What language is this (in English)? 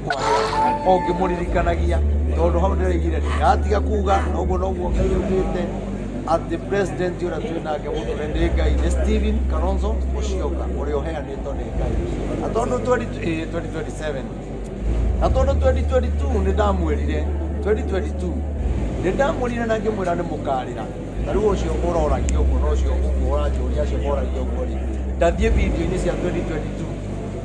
Kikuyu